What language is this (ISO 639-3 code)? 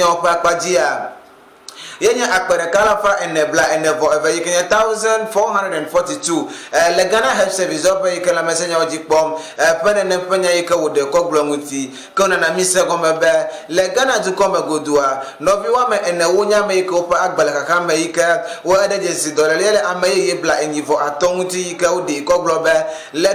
ewe